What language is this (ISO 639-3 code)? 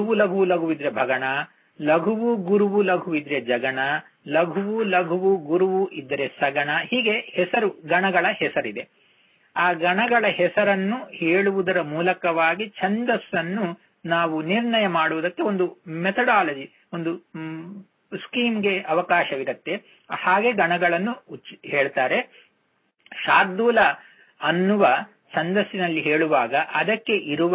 kan